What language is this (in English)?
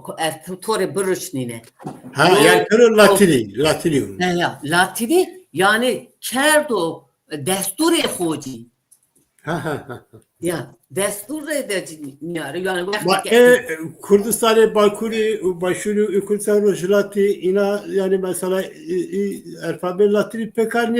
Zaza